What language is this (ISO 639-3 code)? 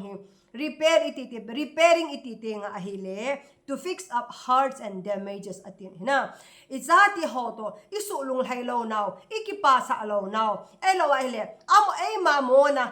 tcz